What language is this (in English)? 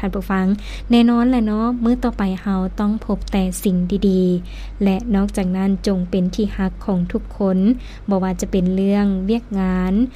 Lao